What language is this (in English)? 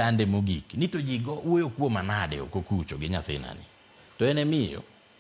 Luo (Kenya and Tanzania)